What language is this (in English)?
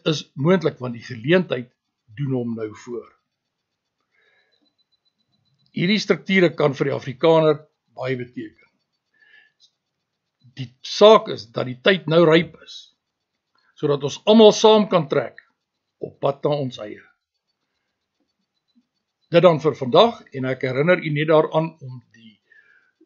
Afrikaans